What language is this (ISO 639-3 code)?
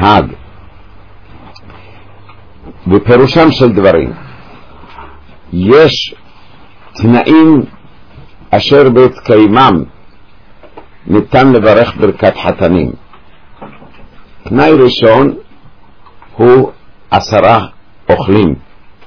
heb